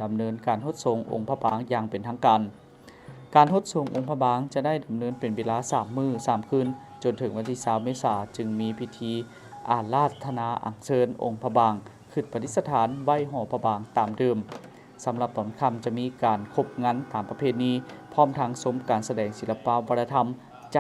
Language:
Lao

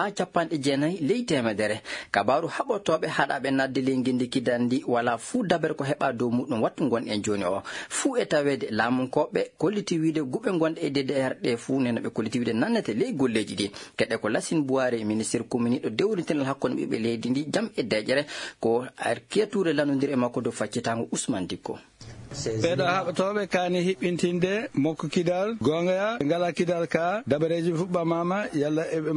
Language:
Maasina Fulfulde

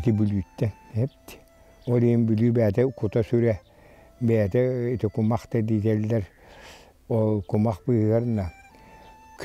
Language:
Yakut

